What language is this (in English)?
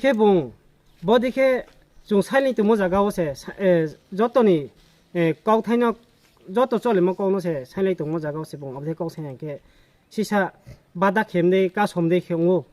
Kok Borok